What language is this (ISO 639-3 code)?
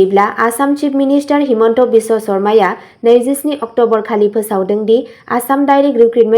brx